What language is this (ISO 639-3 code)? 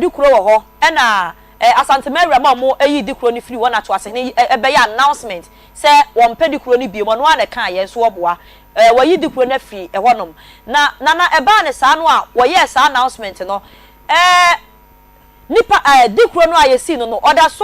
aka